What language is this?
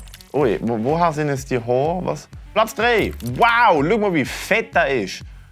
Swiss German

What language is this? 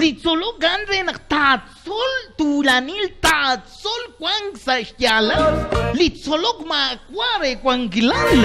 Kekchí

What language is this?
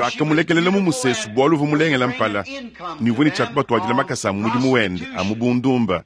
Luba-Lulua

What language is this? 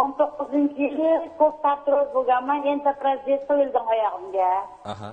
Uzbek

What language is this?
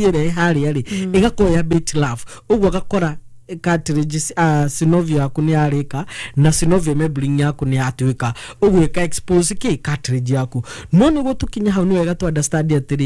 Kikuyu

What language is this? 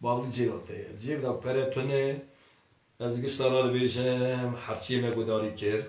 Kurdish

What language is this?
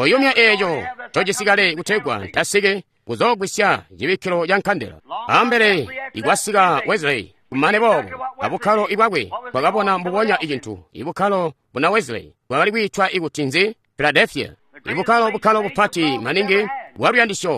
Tonga (Zambia)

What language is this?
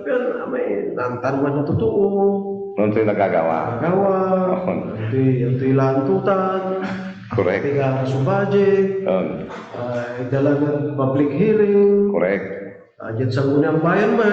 Pangasinan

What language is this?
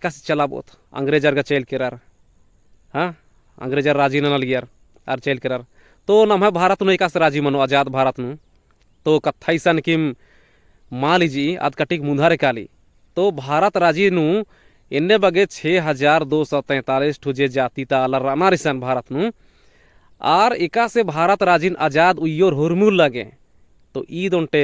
Kurukh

